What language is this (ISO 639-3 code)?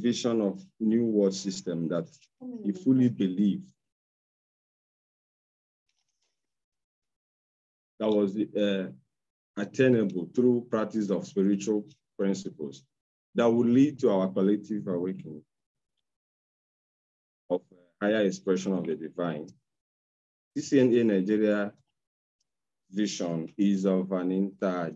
eng